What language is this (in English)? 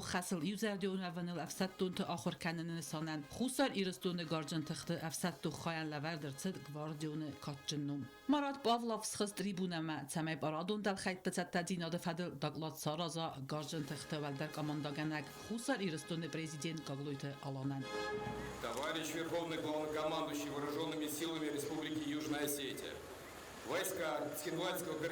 Ossetic